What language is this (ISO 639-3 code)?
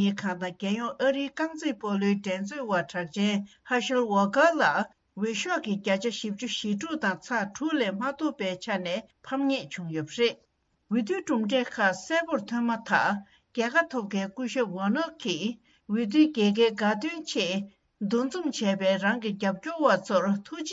bod